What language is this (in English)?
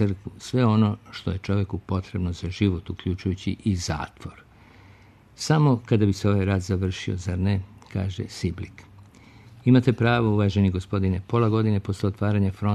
Serbian